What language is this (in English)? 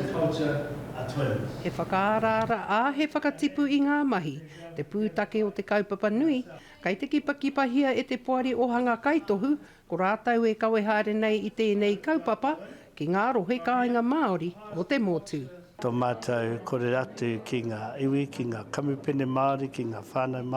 Māori